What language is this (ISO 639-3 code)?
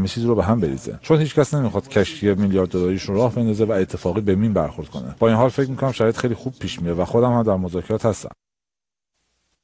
fas